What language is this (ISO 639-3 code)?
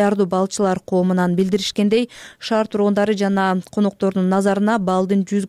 kir